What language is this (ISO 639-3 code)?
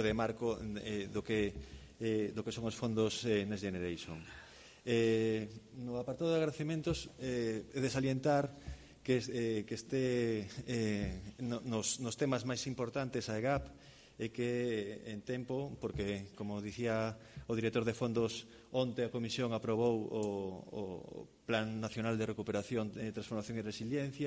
glg